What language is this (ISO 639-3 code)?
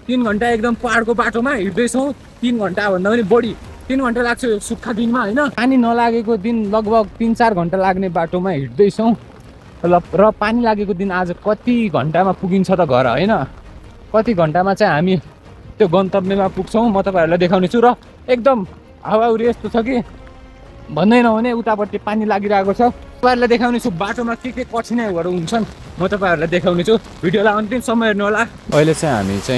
nep